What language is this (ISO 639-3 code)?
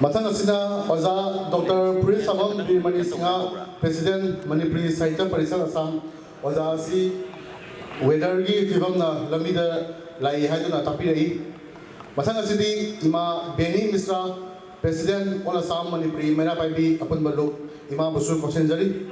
mni